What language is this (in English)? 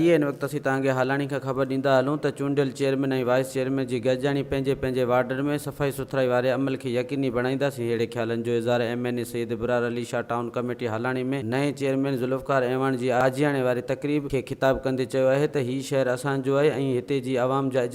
Sindhi